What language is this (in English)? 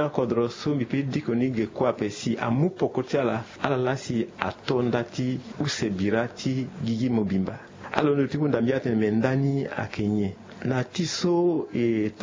Sango